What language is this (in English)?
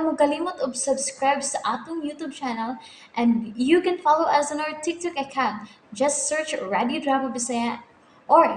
Cebuano